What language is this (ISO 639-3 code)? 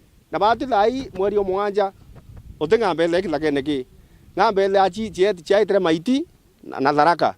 mer